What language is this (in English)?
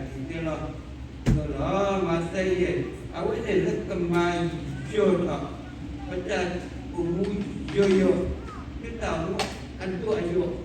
S'gaw Karen